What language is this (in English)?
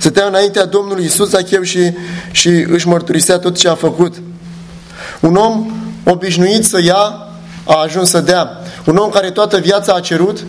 Romanian